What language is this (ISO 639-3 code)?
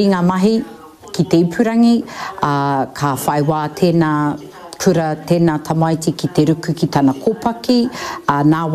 mri